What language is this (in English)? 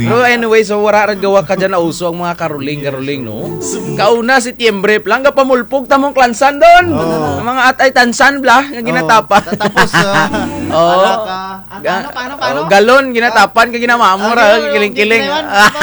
Kinaray-a